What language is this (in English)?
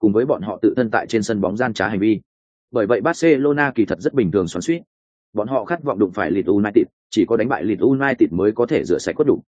Vietnamese